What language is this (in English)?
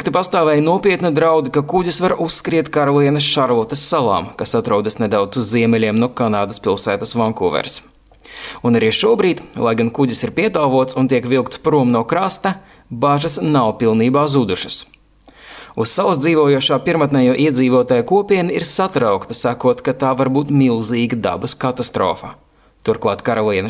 Latvian